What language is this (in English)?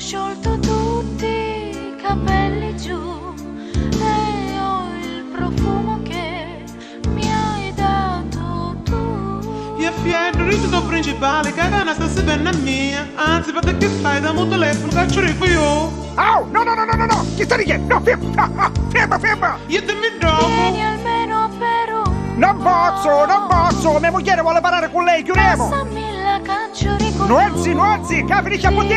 Neapolitan